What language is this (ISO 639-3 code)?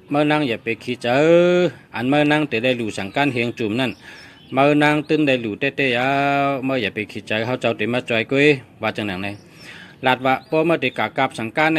shn